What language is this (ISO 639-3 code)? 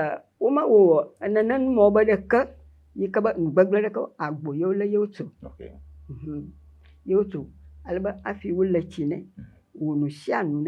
ewe